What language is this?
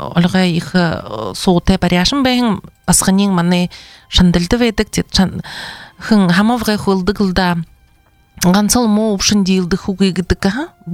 Buriat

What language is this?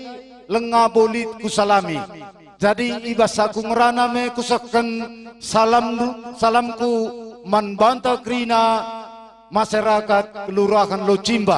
Batak Karo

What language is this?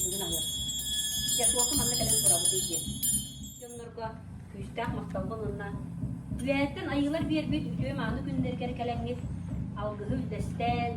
Yakut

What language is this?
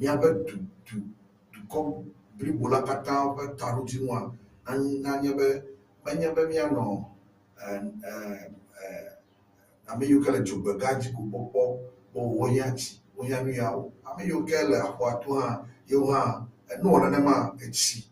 Ewe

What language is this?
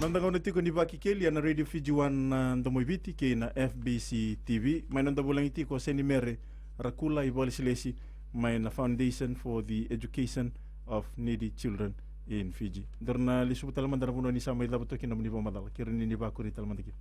Fijian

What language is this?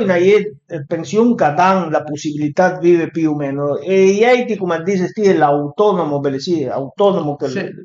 Piedmontese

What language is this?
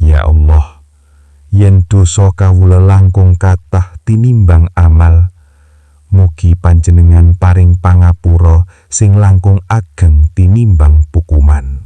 Javanese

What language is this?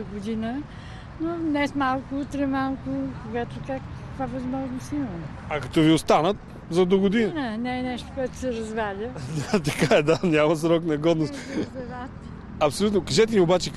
Bulgarian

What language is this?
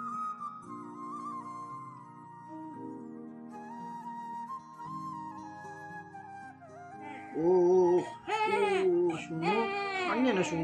Bangla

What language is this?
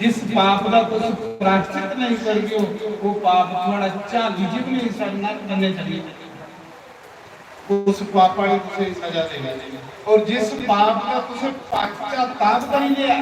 Dogri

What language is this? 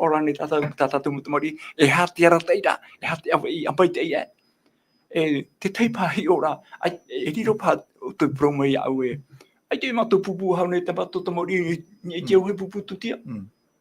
Tahitian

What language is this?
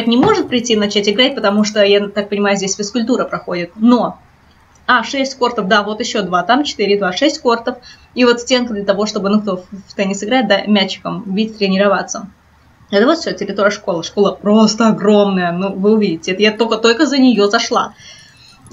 Russian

